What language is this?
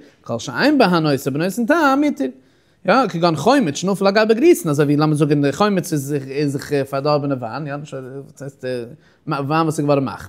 Yiddish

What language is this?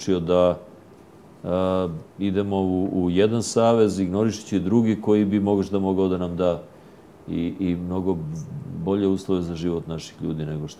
Serbian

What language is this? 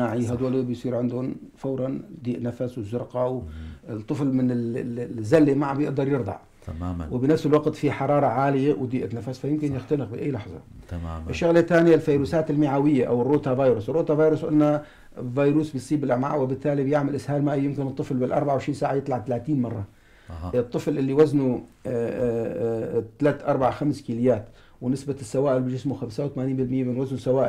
North Levantine Arabic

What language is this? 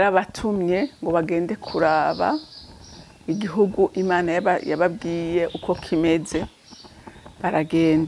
Rundi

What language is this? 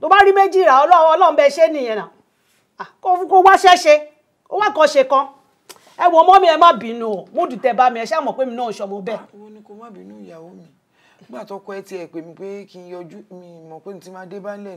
Yoruba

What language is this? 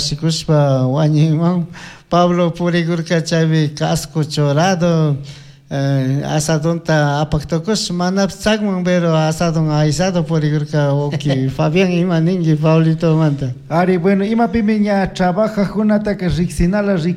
Chimborazo Highland Quichua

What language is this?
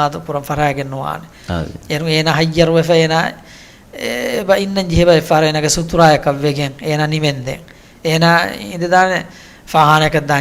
Divehi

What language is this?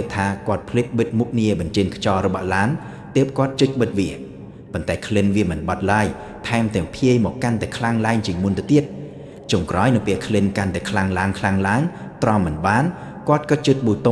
Khmer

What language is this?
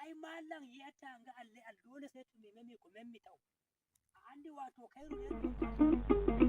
Nigerian Fulfulde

